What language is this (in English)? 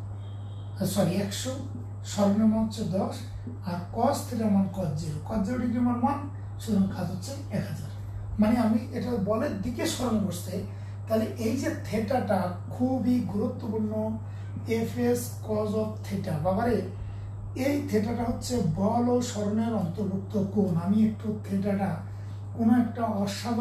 Bangla